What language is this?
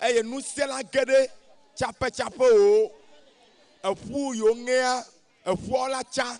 Ewe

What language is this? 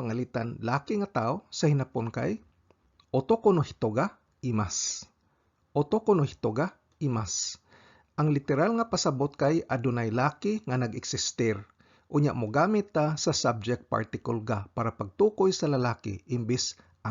Cebuano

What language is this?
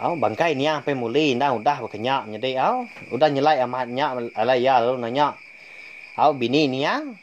Iban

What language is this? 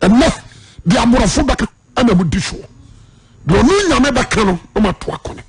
Akan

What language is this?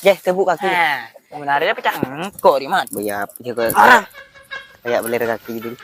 Madurese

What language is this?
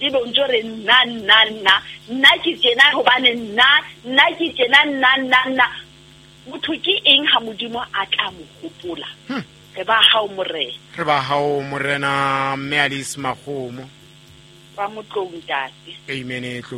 Southern Sotho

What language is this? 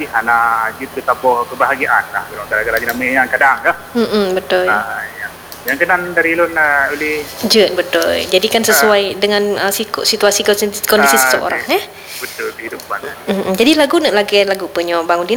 Malay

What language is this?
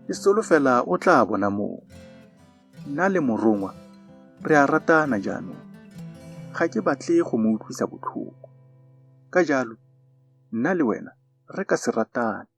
Tswana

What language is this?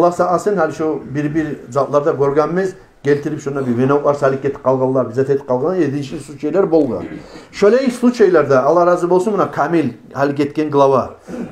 Kumyk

